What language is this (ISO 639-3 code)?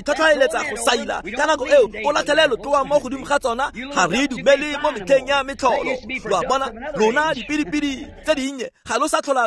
tsn